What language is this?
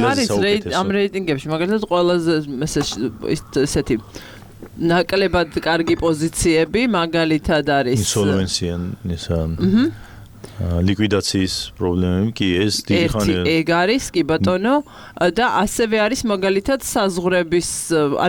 Georgian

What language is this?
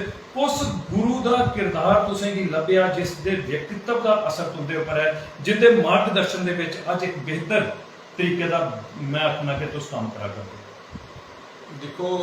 Dogri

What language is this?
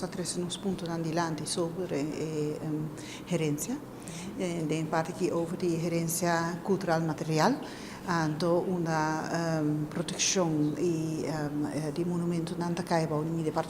Papiamento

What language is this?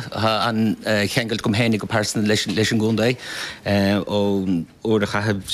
Irish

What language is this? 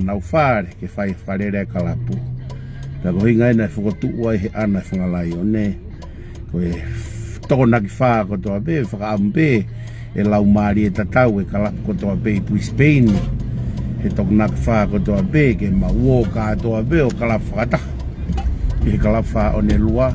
Tongan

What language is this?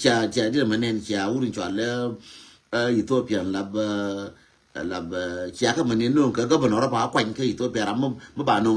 Nuer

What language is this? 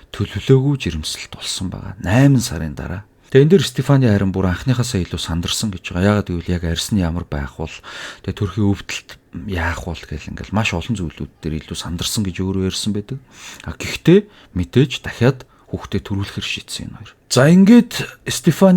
Mongolian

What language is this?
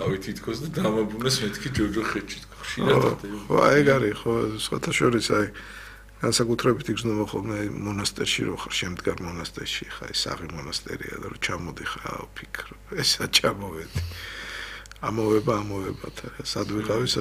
Georgian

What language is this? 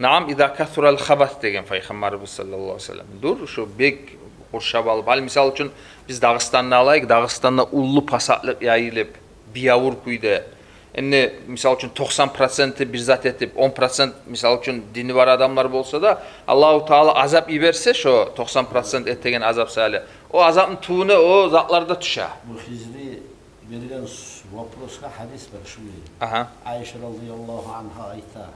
Kumyk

